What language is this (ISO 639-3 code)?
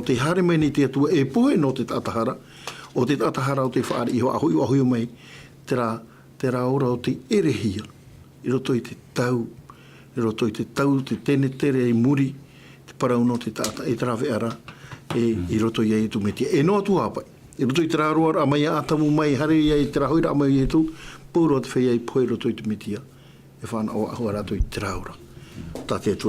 tah